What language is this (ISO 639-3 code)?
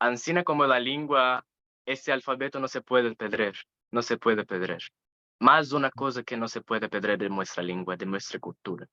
lad